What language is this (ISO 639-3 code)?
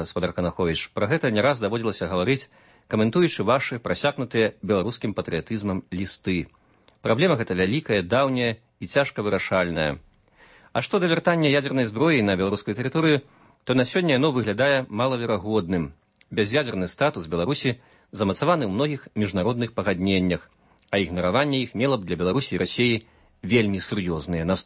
bel